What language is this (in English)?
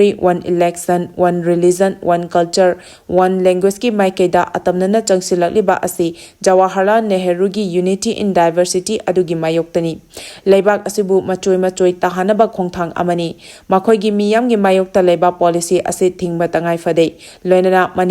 Manipuri